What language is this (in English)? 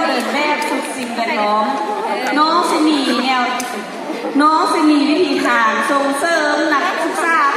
Lao